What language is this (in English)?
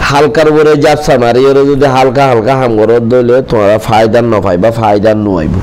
Rohingya